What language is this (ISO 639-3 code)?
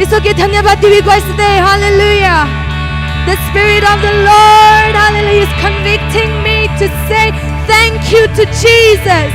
nag